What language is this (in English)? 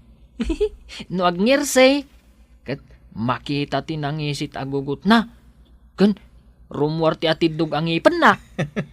Iloko